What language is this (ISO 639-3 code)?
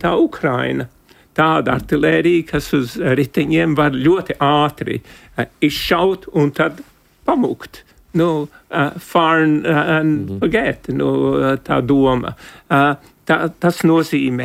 lav